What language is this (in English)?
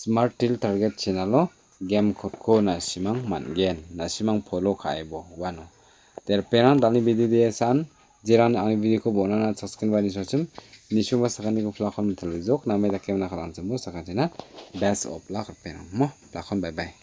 Garo